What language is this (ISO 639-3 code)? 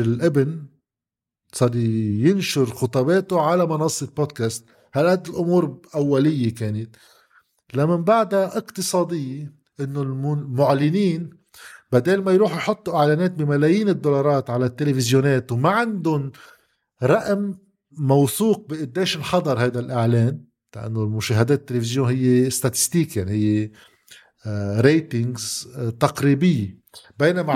apc